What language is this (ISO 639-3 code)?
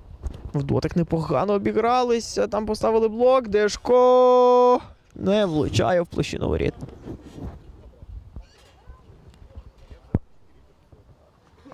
ukr